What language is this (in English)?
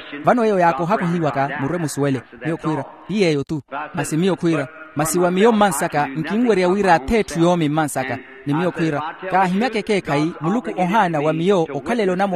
Makhuwa